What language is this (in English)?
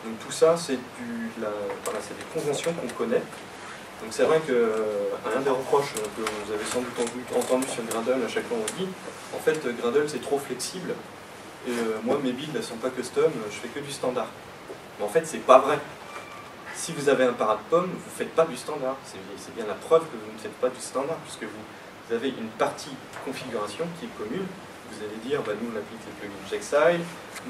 French